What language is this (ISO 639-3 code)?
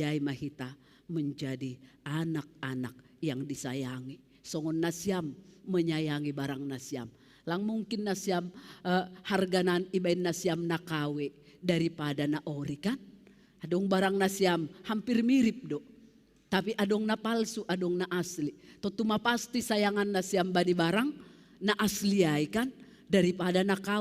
bts